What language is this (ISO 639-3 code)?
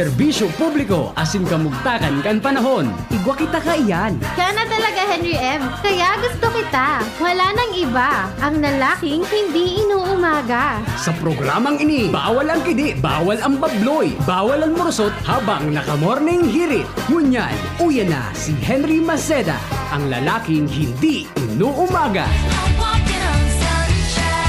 bik